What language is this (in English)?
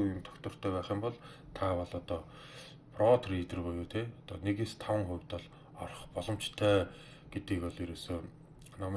Mongolian